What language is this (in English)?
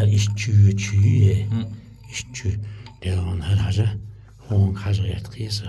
Chechen